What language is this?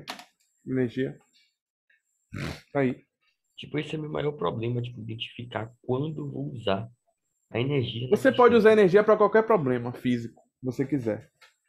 Portuguese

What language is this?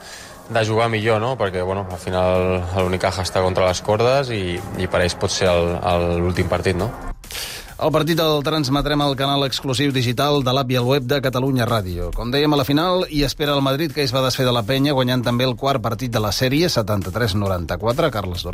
Catalan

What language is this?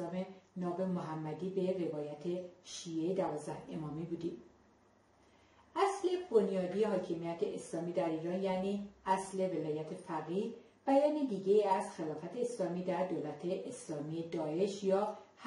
Persian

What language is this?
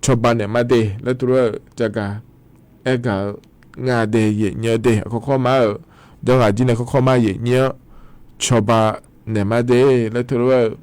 Akha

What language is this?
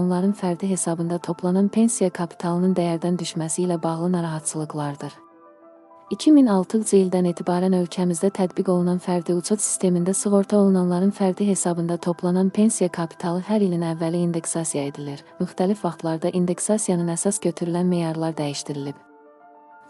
Azerbaijani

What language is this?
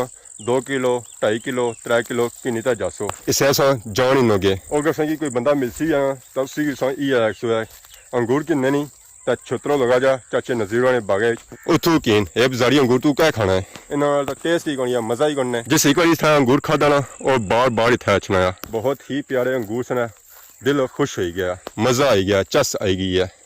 Pahari-Potwari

